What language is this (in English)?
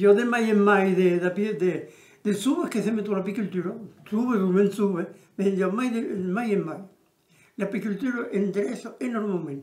Occitan